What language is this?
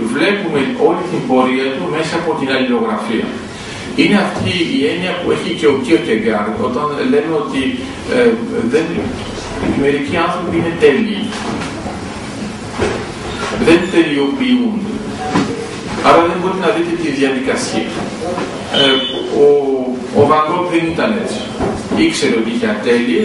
Greek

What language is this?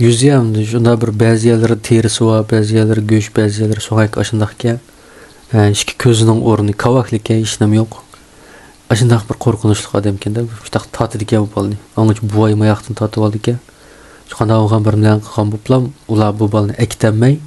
Uyghur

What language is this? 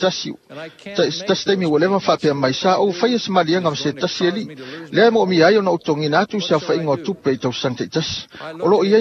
Samoan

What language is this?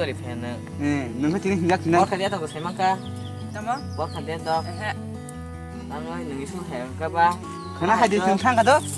Kok Borok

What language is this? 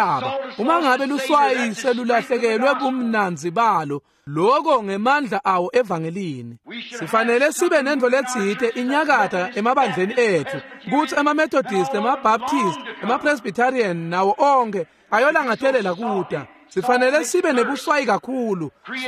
Swati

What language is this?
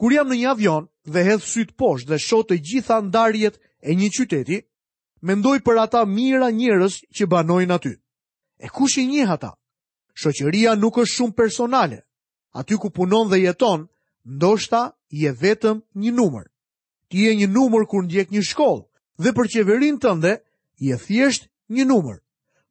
Albanian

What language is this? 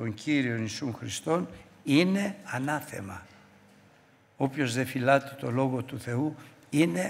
Greek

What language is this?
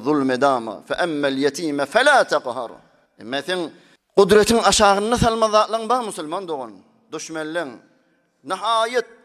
Turkmen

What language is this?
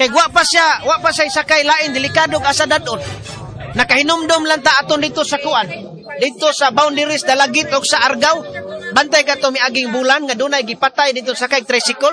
Cebuano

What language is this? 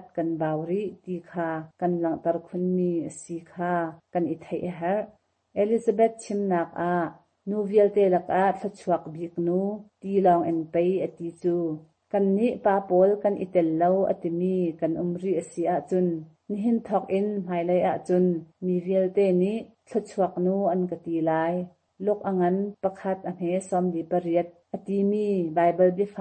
Hakha Chin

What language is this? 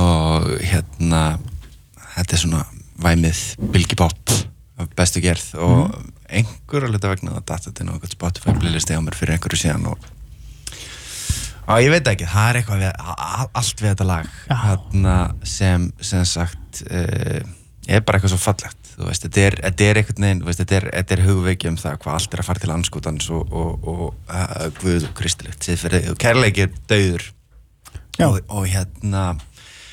Icelandic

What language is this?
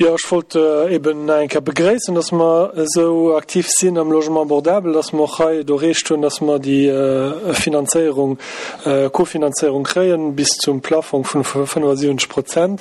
Luxembourgish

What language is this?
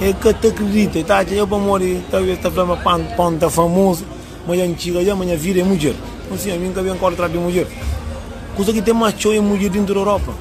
Kabuverdianu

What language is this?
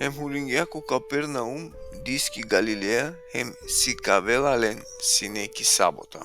Balkan Romani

